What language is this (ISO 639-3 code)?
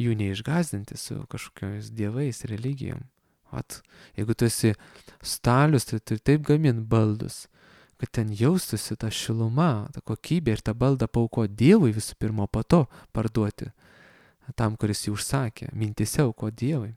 lit